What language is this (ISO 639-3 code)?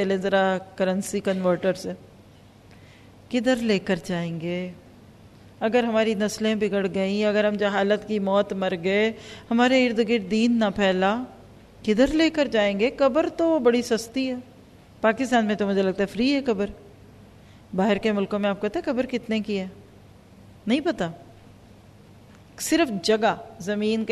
urd